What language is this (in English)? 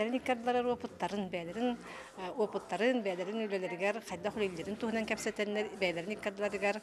Yakut